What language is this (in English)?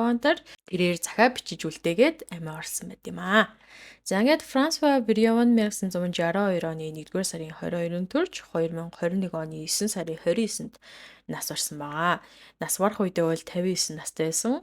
Mongolian